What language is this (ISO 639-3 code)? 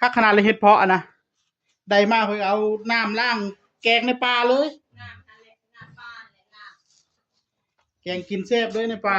tts